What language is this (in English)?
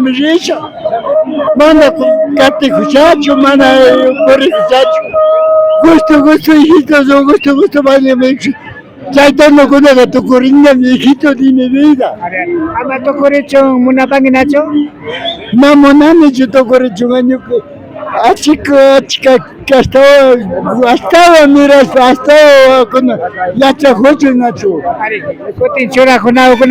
Imbabura Highland Quichua